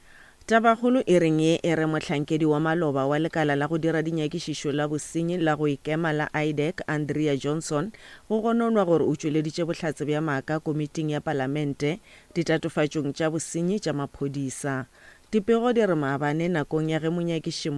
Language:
Northern Sotho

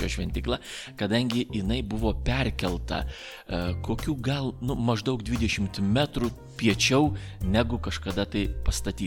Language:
Lithuanian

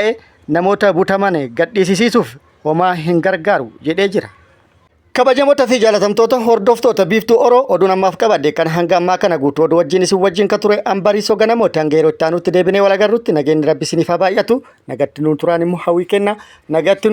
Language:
Oromo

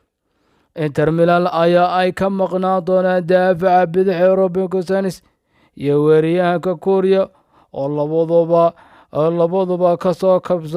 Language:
Somali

